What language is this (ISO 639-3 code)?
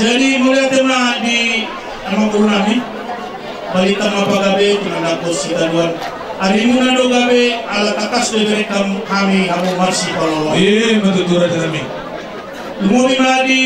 bbc